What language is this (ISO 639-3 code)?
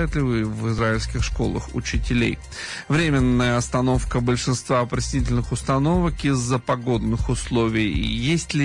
rus